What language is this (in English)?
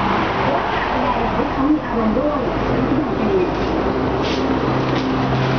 Thai